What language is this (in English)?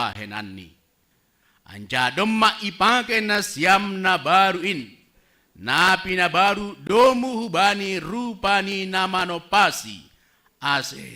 Batak Simalungun